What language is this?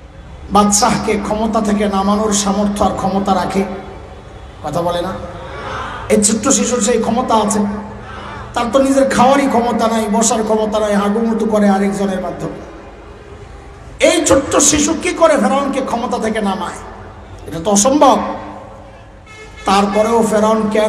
Bangla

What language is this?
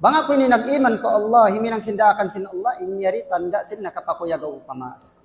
Tausug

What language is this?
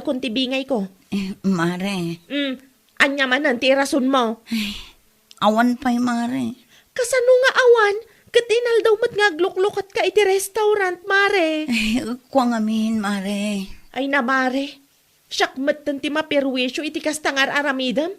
Iloko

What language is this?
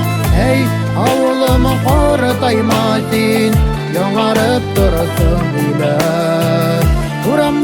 Bashkir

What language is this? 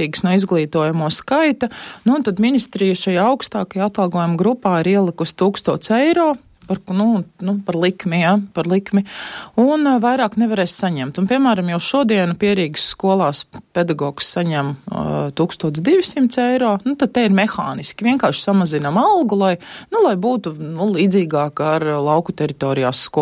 Latvian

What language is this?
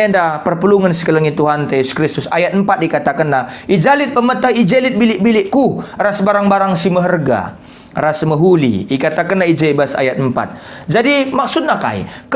Batak Karo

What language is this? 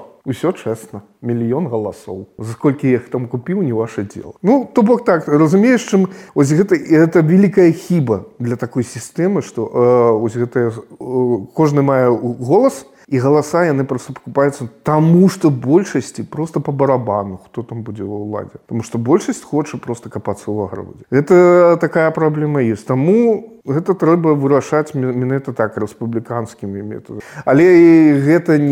Belarusian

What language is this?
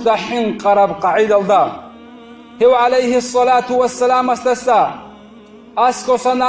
Avaric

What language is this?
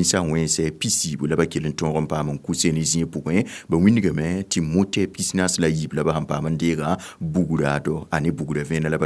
Mossi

